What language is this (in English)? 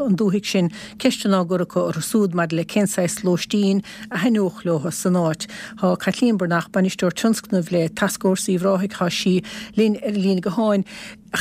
Irish